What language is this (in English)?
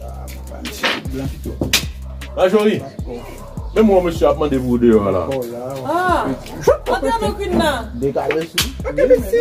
Haitian Creole